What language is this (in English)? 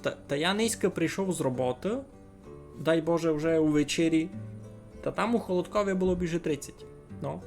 Rusyn